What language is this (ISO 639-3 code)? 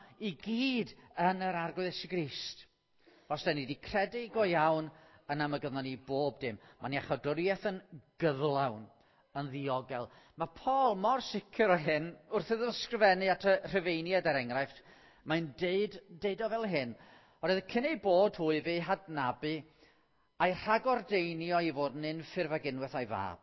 cym